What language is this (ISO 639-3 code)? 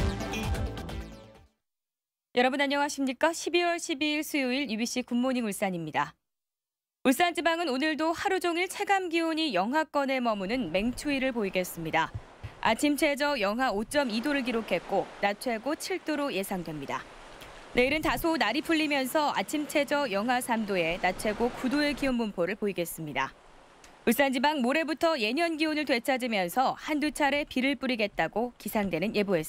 kor